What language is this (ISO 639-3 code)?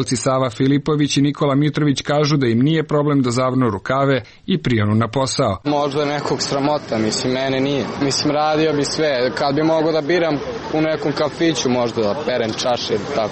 srp